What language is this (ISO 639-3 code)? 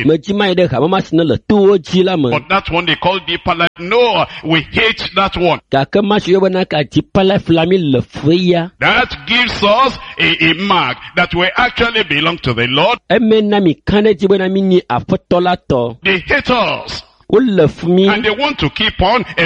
ewe